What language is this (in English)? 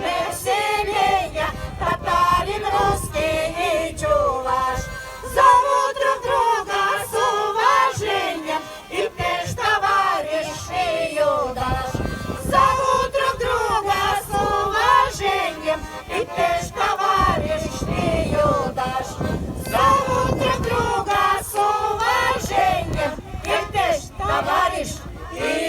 Chuvash